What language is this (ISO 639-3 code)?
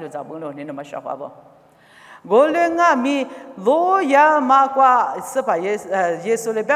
lis